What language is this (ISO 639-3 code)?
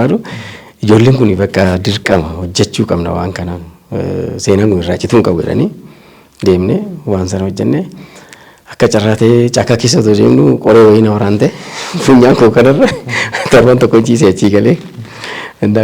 orm